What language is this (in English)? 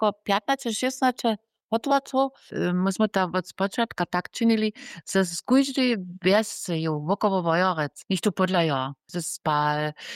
Upper Sorbian